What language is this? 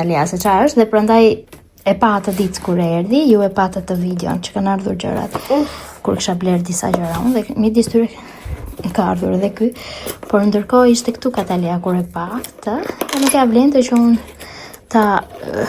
Albanian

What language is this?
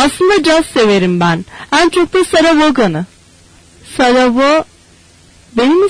Turkish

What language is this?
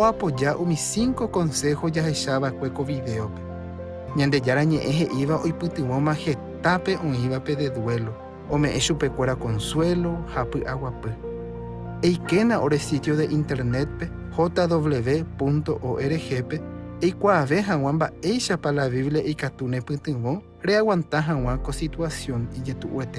Guarani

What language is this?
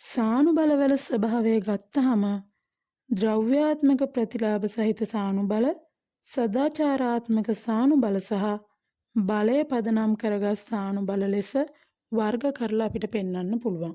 Sinhala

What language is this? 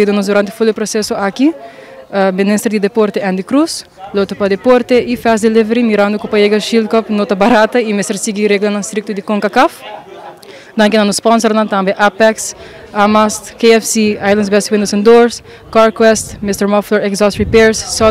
Papiamento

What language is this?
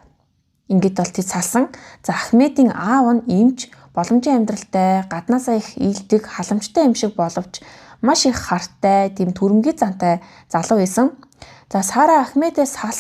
Mongolian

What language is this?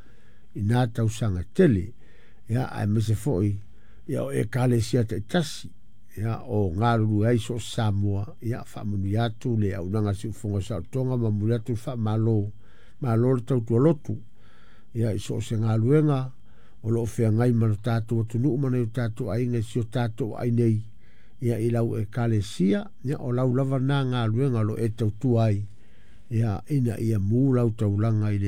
Samoan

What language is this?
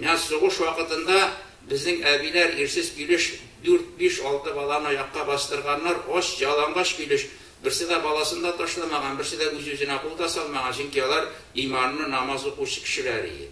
Tatar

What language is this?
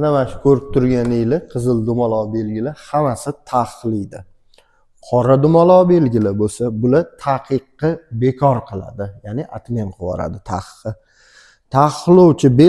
Uzbek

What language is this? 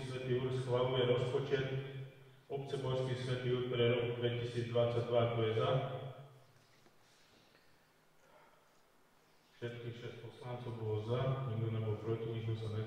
Slovak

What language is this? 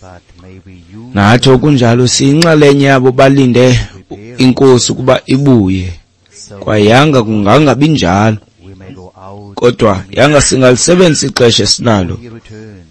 Xhosa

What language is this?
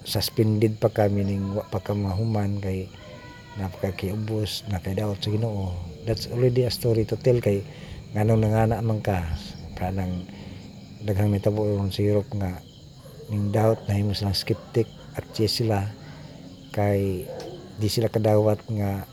Cebuano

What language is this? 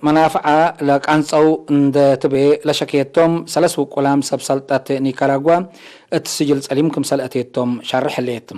Tigre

